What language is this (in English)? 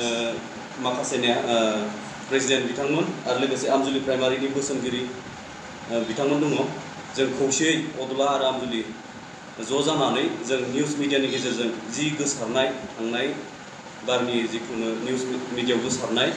Bodo